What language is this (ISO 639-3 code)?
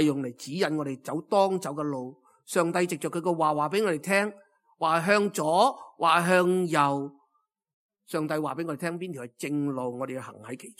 yue